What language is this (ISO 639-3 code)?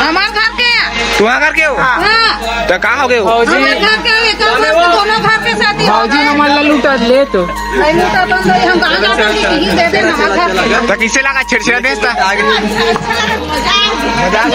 hne